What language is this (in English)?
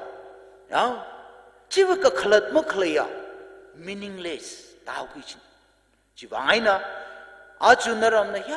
Tangkhul Naga (India)